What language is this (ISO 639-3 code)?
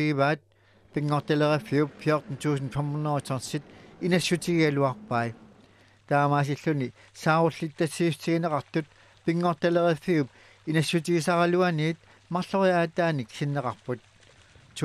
kal